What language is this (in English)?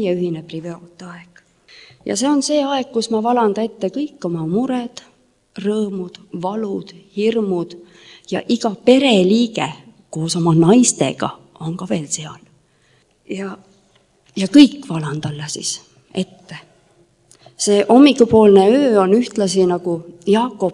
Estonian